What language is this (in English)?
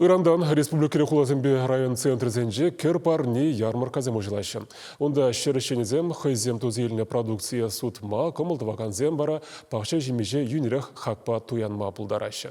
Chuvash